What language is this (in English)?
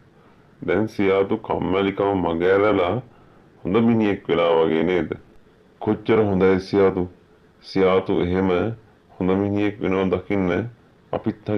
Sinhala